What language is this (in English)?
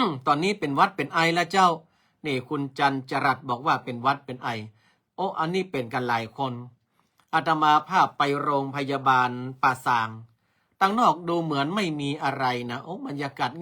Northern Thai